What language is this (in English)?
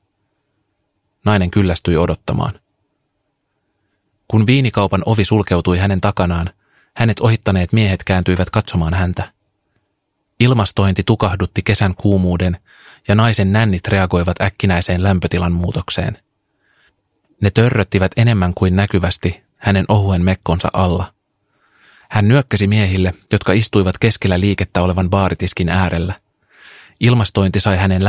Finnish